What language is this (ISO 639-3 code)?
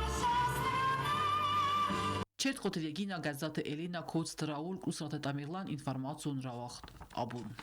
oss